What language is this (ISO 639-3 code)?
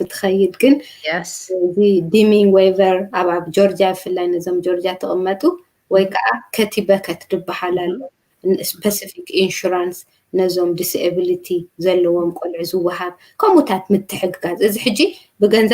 tir